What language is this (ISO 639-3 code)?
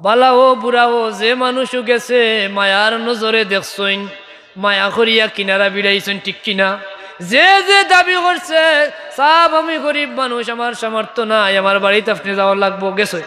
syl